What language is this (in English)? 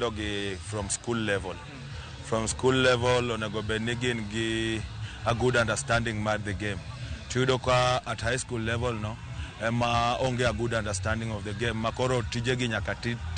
Luo (Kenya and Tanzania)